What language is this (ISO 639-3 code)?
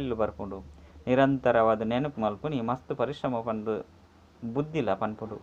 tcy